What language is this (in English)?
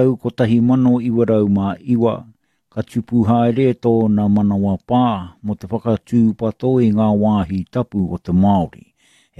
Māori